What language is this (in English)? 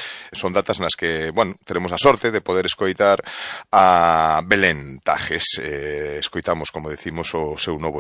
Galician